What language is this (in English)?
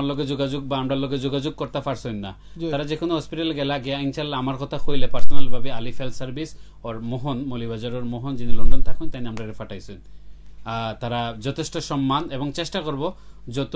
Sylheti